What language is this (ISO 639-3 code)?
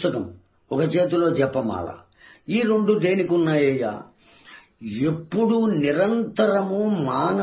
tel